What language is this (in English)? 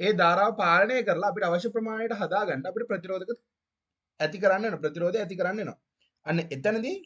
Sinhala